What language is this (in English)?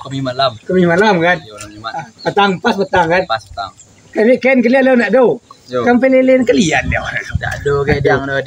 Minangkabau